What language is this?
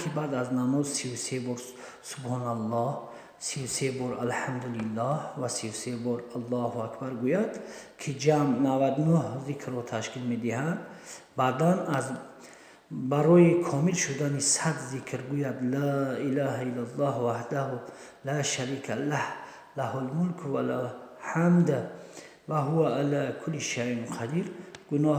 Tajik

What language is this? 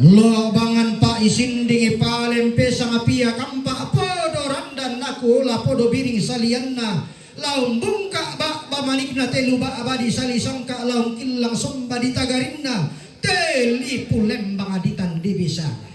Toraja-Sa'dan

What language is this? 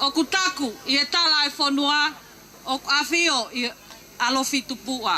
Tongan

